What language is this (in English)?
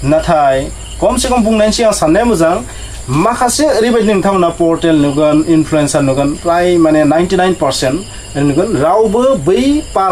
Bodo